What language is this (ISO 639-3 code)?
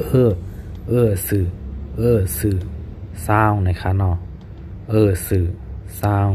shn